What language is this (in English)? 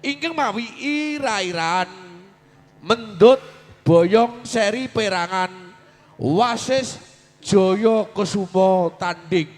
Javanese